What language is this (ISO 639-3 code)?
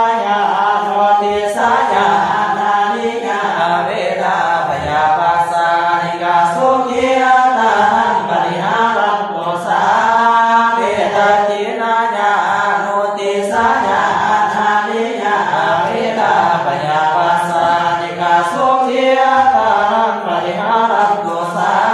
pli